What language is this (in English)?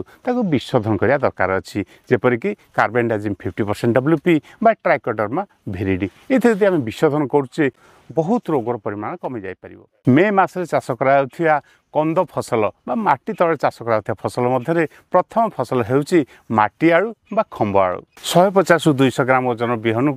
Odia